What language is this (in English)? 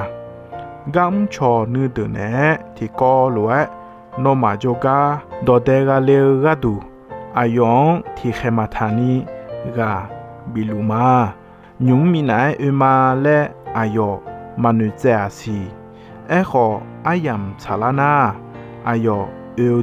Akha